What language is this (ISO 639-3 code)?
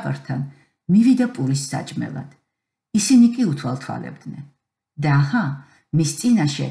kat